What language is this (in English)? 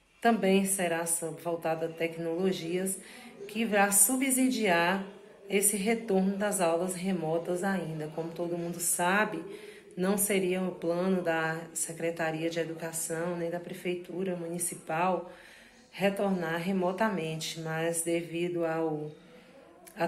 Portuguese